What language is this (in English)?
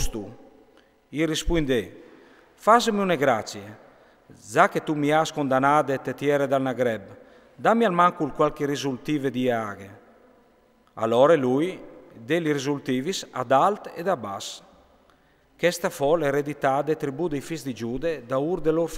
Friulian